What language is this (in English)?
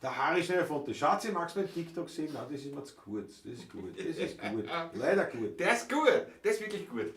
Bavarian